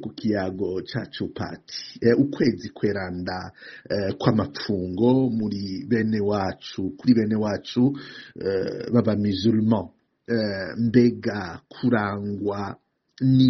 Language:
Rundi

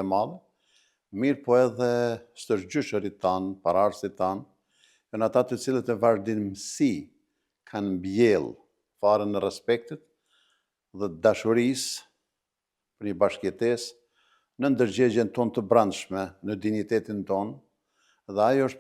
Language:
Albanian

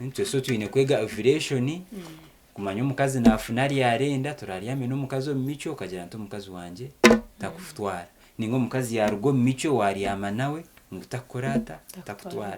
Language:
Nyankole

